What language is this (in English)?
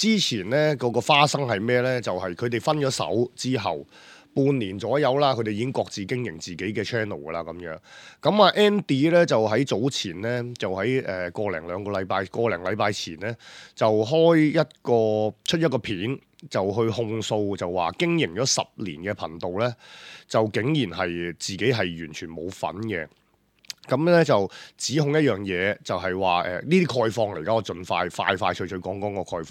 Cantonese